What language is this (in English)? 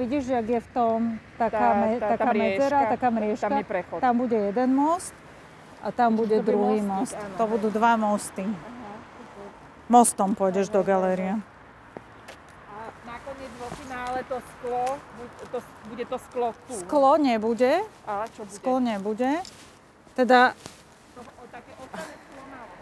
Slovak